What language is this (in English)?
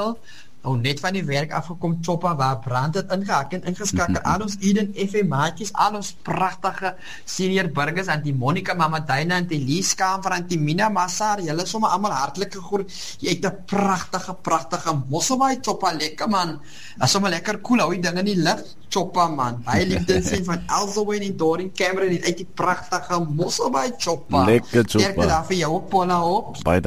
Afrikaans